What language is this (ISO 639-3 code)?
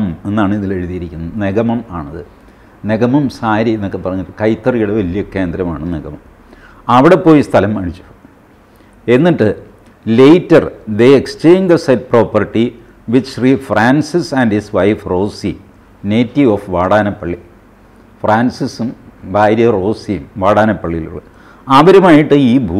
mal